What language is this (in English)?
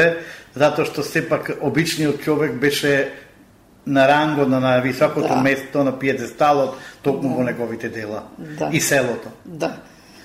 Macedonian